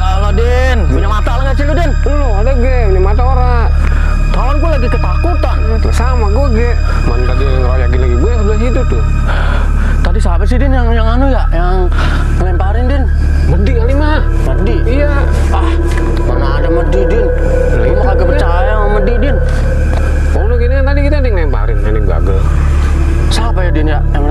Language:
Betawi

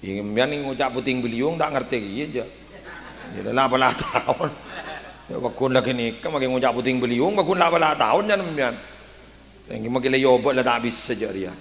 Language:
Madurese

